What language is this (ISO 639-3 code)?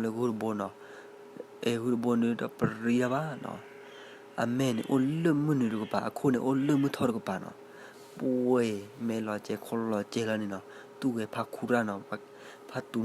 ksw